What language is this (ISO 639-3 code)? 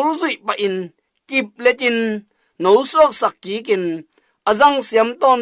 ctd